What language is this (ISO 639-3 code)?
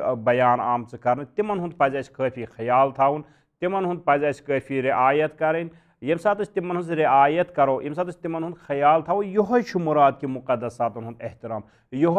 kas